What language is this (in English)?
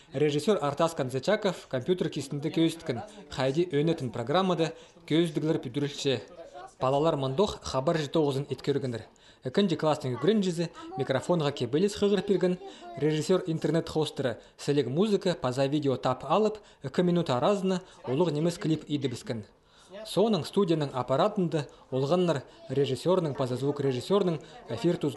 Khakas